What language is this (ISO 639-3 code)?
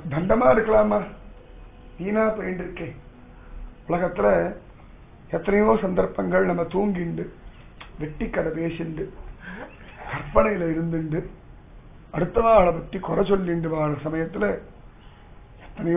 tam